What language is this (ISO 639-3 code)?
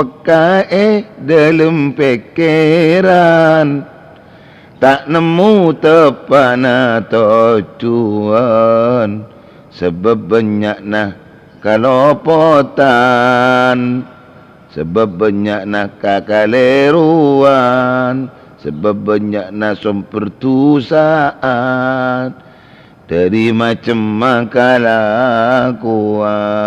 mad